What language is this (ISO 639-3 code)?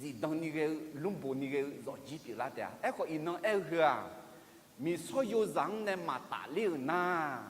ahk